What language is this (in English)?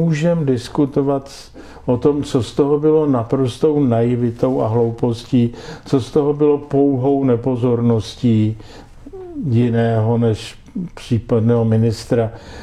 Czech